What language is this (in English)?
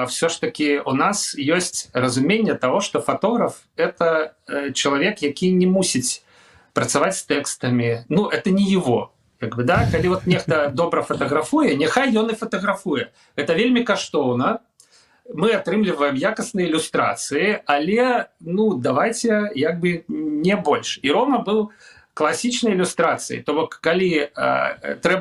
Belarusian